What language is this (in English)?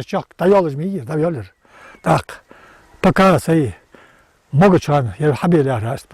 Ingush